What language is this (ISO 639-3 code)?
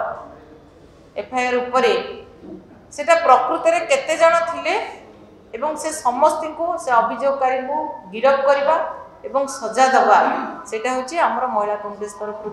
ori